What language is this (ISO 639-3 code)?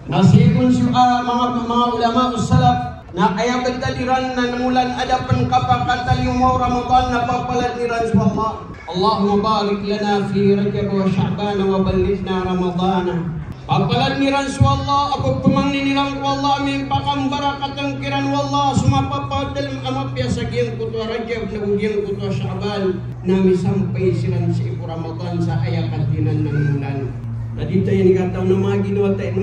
mrw